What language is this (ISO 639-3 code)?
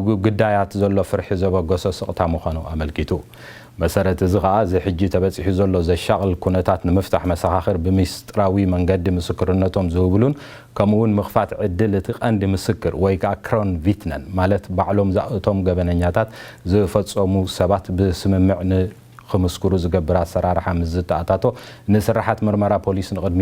tir